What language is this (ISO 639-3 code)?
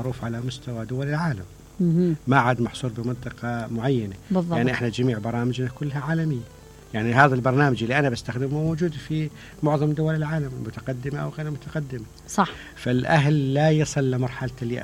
acm